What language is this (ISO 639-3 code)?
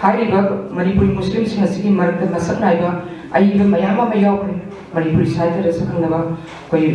mni